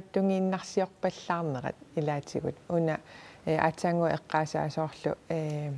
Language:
Kalaallisut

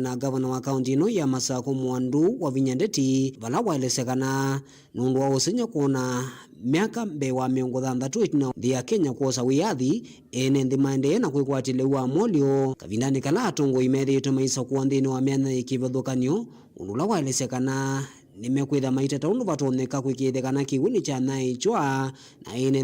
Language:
Kamba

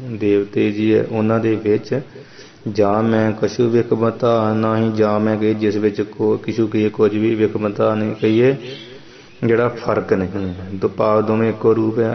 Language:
Punjabi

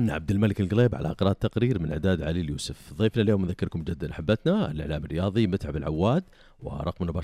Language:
Najdi Arabic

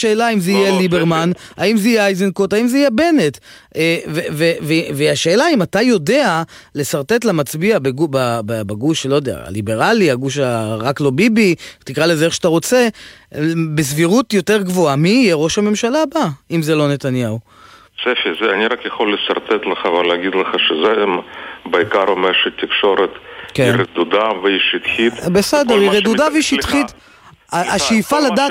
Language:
Hebrew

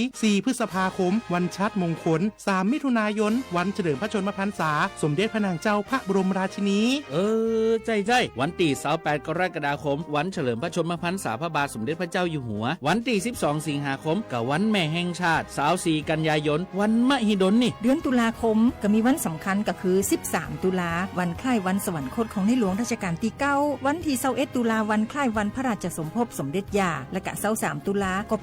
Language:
Lahu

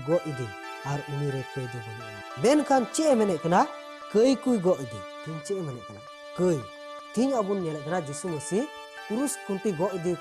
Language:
Santali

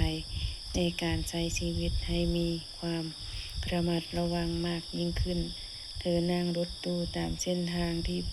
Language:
Lao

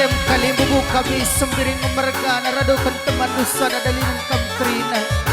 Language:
Batak Karo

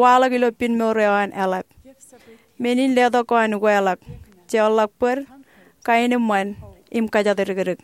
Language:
Marshallese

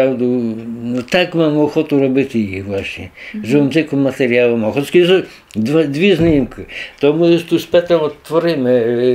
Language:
Rusyn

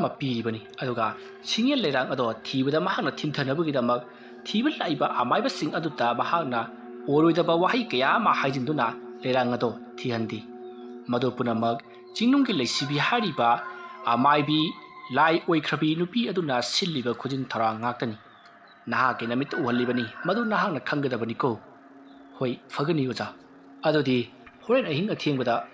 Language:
Manipuri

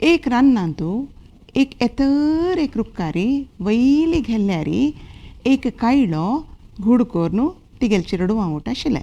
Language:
Konkani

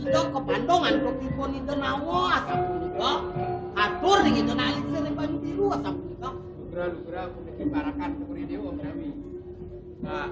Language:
Balinese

